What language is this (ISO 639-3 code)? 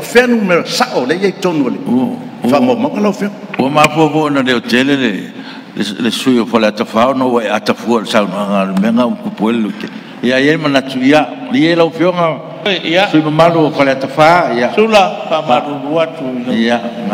smo